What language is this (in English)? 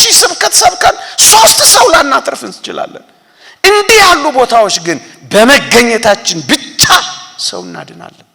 Amharic